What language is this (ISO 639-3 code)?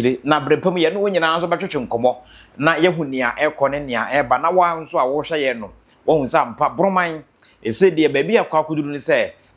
aka